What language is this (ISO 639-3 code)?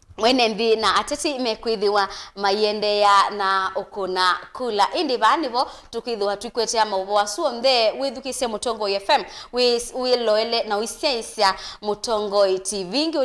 kam